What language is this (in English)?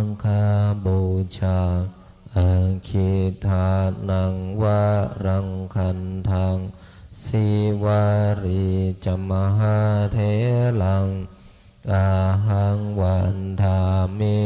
Pali